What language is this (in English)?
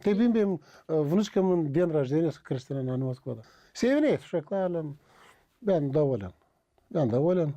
Gagauz